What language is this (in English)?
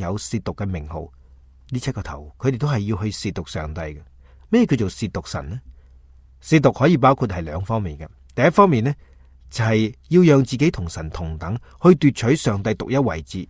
Cantonese